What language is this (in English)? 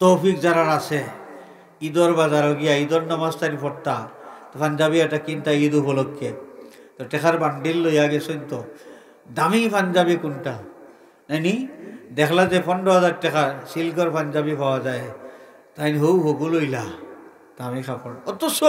Sylheti